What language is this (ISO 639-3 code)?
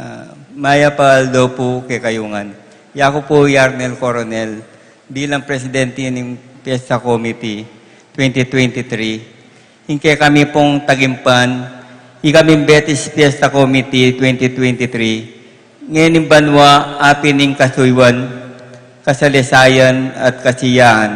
pam